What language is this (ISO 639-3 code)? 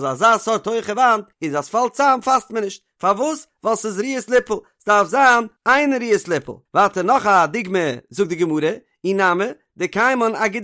yid